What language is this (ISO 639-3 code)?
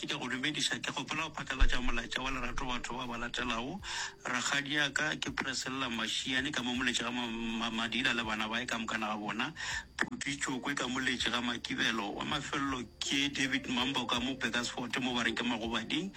nso